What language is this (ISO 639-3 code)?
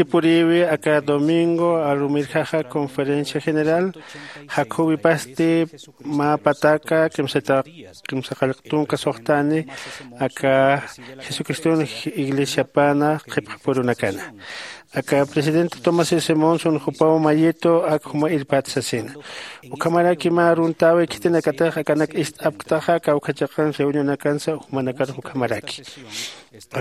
aym